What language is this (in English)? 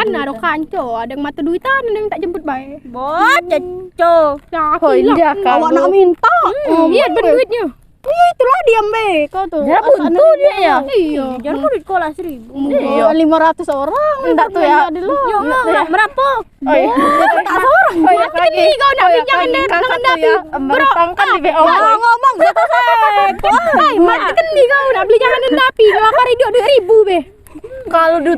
Musi